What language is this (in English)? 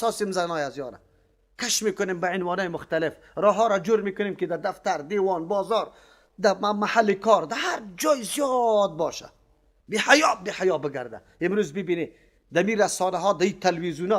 Persian